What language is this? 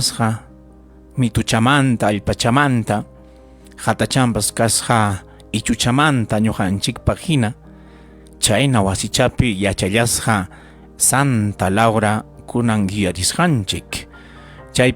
Ayacucho Quechua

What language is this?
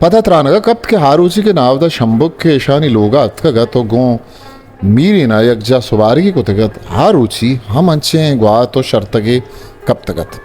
Eastern Balochi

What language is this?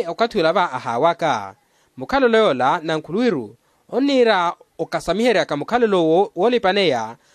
Makhuwa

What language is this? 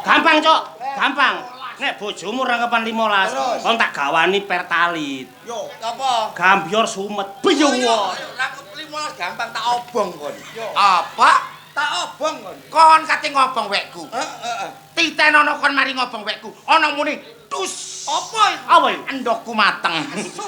Javanese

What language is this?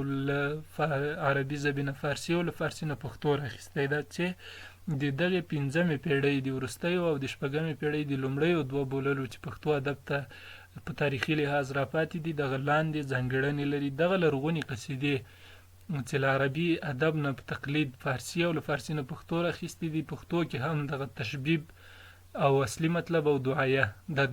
Pashto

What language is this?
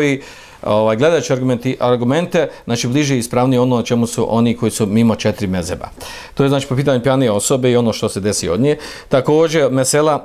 Bosnian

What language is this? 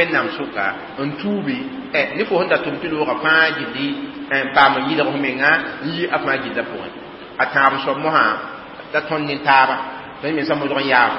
Mossi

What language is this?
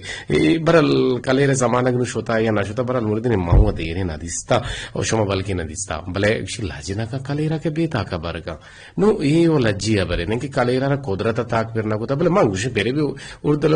Eastern Balochi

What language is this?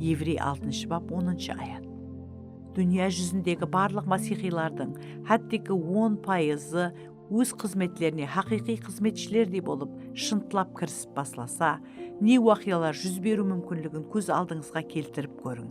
Kara-Kalpak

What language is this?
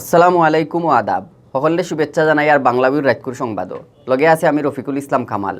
Sylheti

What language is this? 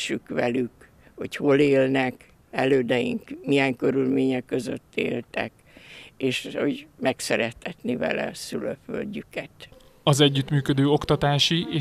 Hungarian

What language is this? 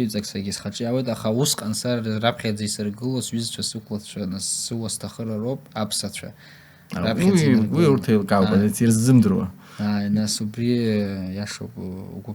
Abkhazian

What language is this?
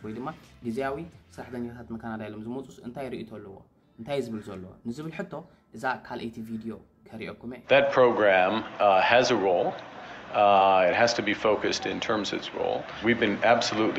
Tigrinya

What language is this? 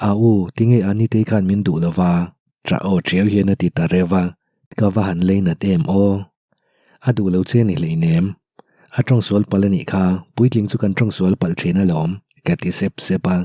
Mizo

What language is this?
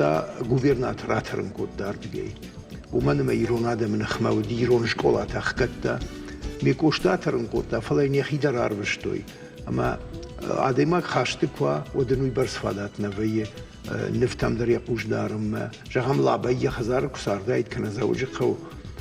Ossetic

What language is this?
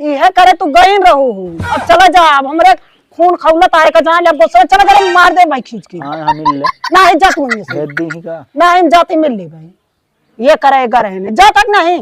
Awadhi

